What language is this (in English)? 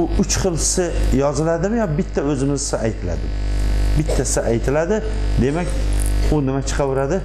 Uzbek